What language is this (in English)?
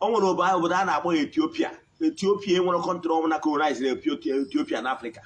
Igbo